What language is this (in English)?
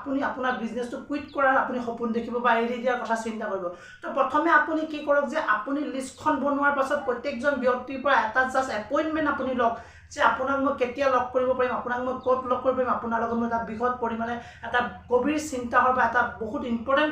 Assamese